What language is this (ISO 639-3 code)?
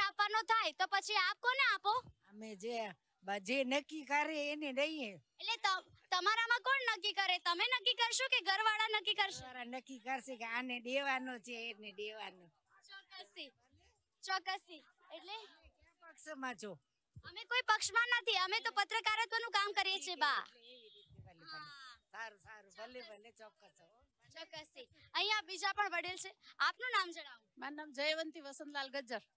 guj